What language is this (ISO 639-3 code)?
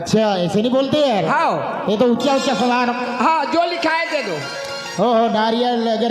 hne